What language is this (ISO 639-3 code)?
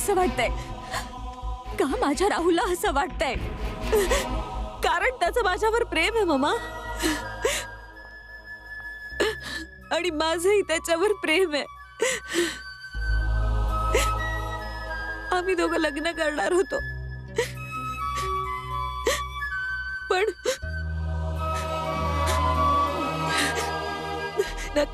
mar